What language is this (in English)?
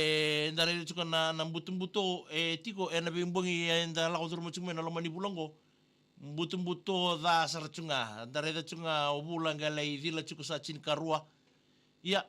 Fijian